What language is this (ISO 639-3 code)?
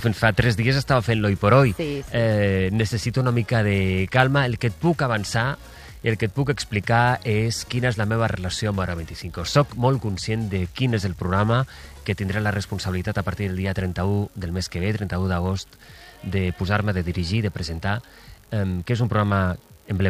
cat